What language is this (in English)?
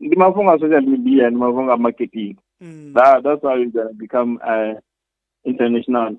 Venda